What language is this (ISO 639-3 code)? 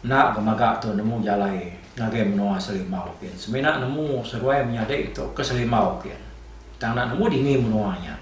iba